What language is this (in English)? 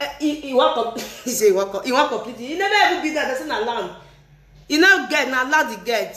Nigerian Pidgin